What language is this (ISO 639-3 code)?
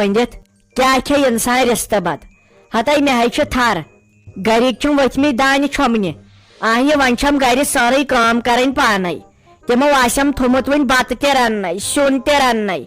kas